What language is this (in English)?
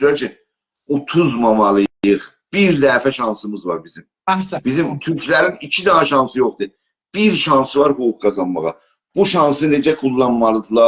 South Azerbaijani